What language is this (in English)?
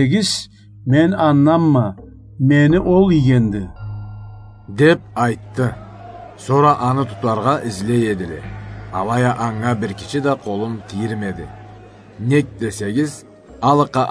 Karachay-Balkar